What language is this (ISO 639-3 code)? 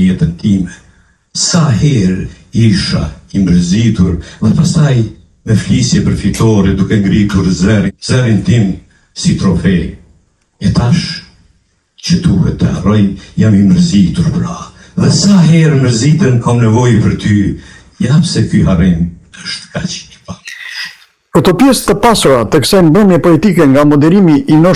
sqi